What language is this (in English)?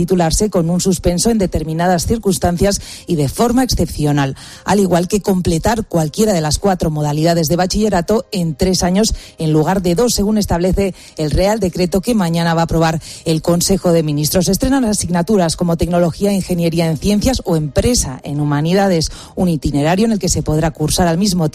Spanish